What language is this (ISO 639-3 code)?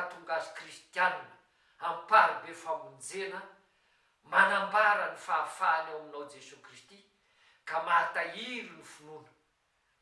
mlg